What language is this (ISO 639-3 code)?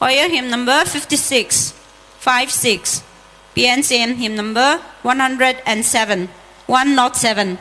pmx